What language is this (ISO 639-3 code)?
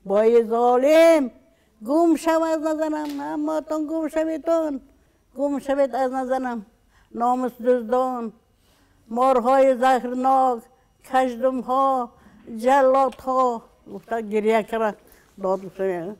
tgk